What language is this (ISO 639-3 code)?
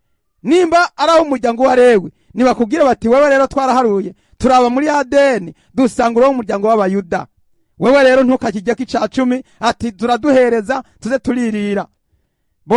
run